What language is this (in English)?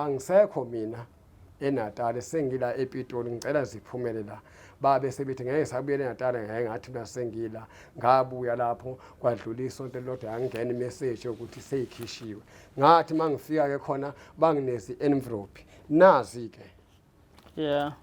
Zulu